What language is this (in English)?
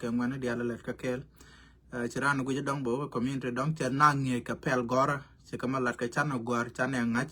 Nuer